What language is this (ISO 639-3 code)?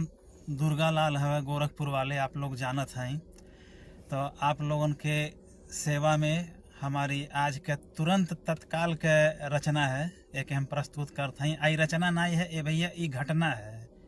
bho